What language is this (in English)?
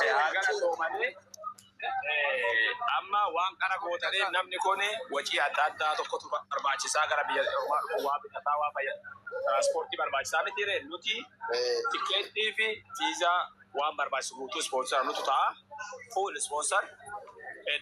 Oromo